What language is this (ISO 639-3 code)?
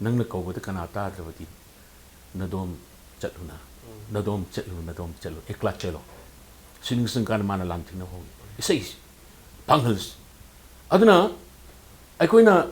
mni